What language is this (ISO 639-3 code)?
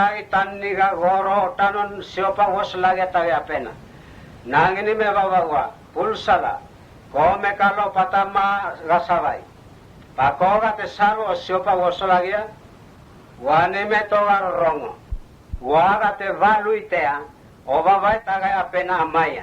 mtt